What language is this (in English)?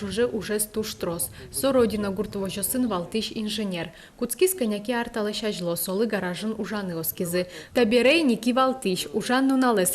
Udmurt